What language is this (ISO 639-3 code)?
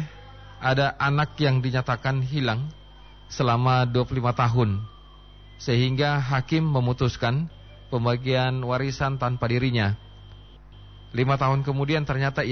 ind